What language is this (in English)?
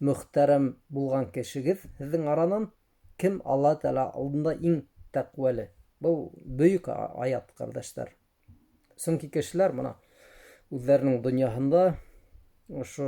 Bashkir